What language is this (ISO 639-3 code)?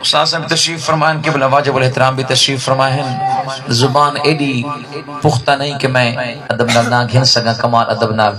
skr